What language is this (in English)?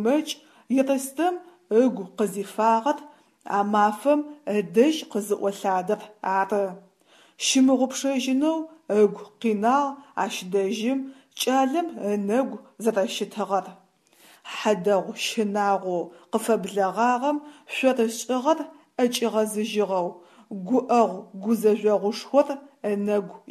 Adyghe